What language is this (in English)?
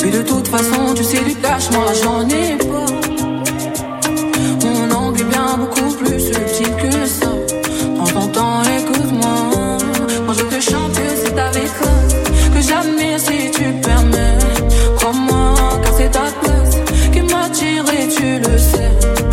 French